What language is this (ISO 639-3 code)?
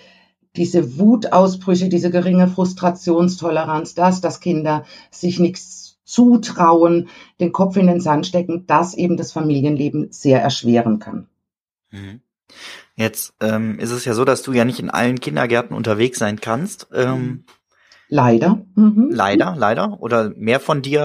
deu